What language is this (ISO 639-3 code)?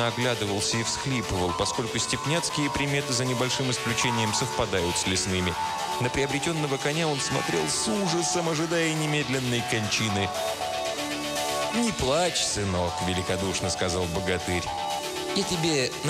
rus